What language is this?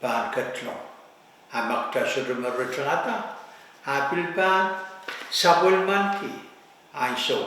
Pohnpeian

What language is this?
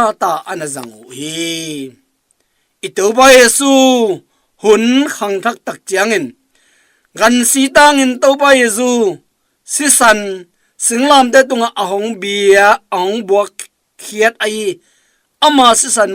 Tedim Chin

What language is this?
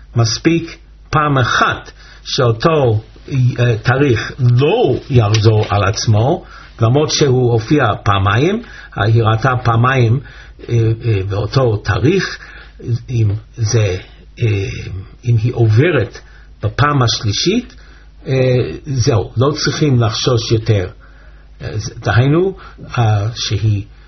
Hebrew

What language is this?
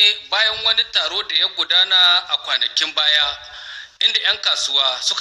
Hausa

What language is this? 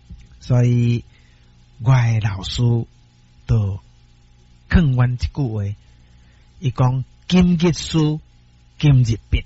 Min Nan Chinese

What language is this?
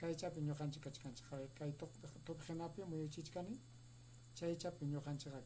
Ayacucho Quechua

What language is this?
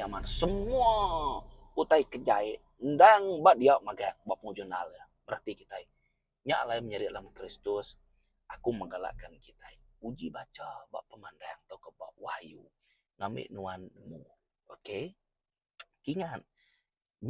Iban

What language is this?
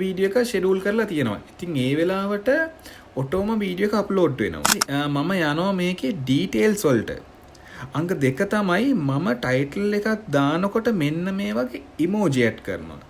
Sinhala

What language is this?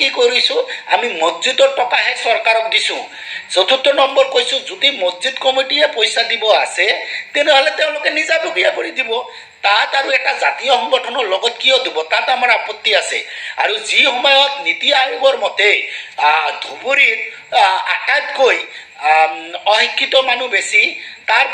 Assamese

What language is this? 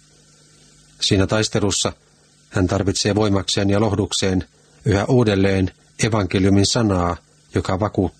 Finnish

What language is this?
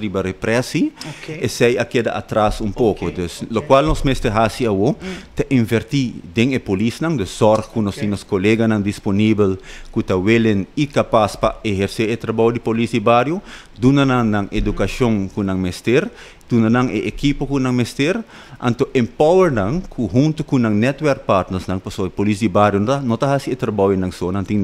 Papiamento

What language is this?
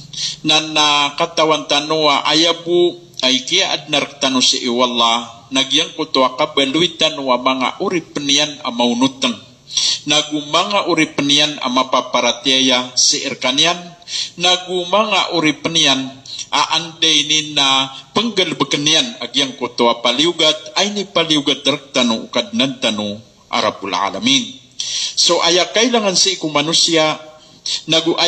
Maranao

